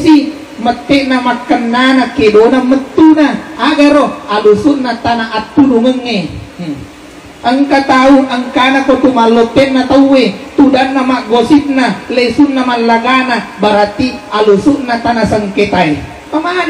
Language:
Buginese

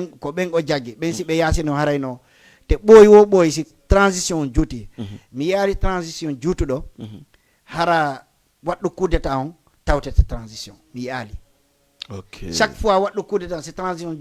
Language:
Fula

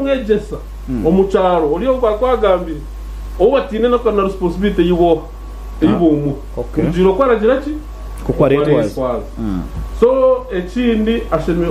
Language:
Nyankole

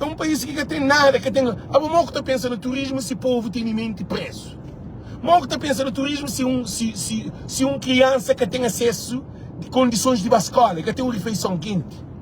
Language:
Kabuverdianu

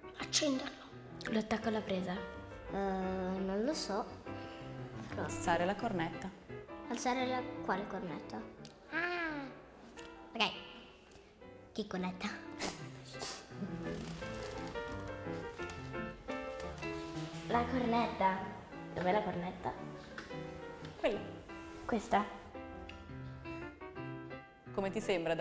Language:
Italian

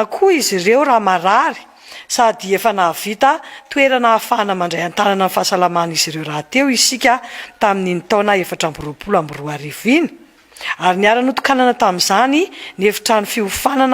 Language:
Malagasy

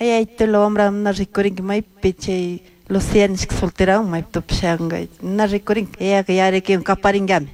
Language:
Chimborazo Highland Quichua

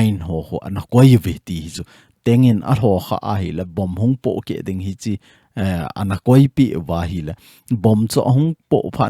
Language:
Thado Chin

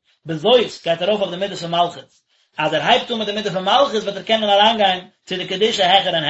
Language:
Yiddish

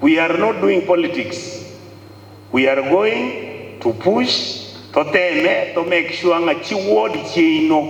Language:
Gusii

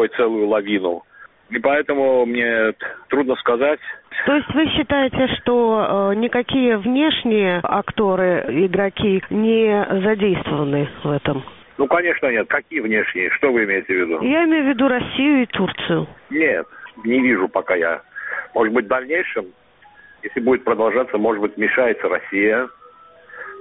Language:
Russian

